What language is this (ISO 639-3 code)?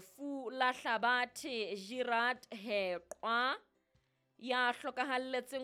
sot